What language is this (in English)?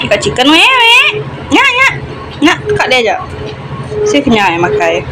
Iban